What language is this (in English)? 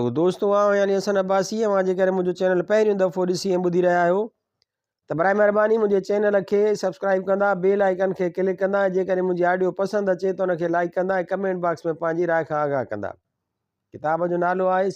Sindhi